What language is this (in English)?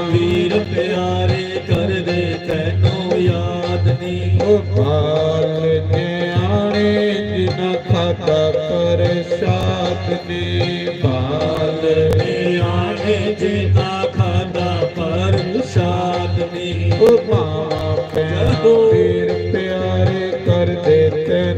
Dogri